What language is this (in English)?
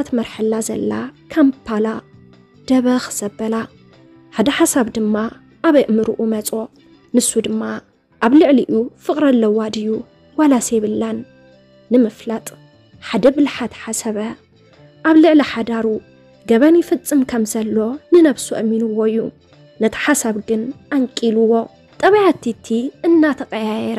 Tigrinya